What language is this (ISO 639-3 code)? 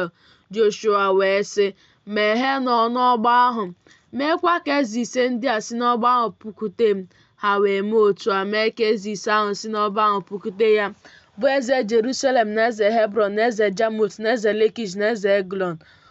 ibo